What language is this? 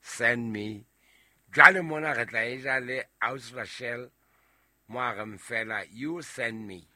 Southern Sotho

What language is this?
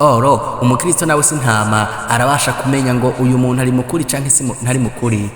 Rundi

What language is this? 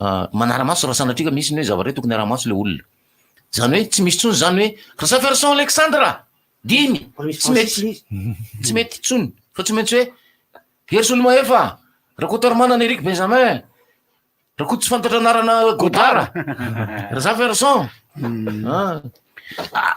Malagasy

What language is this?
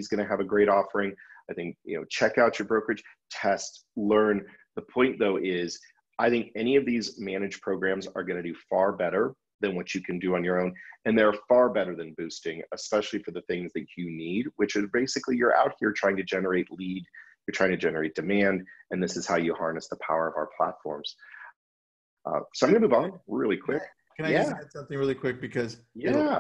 English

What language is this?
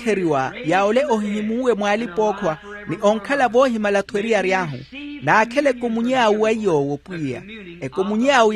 Makhuwa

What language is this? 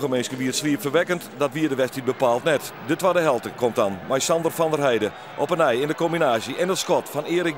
Western Frisian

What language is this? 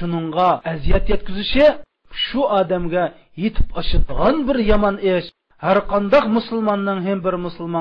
Uyghur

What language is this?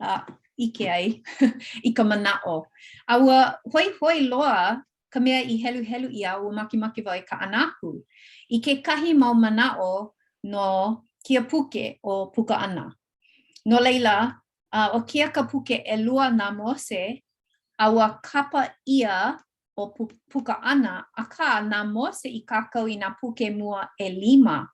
Hawaiian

